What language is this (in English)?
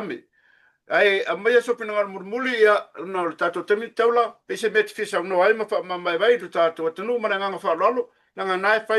Samoan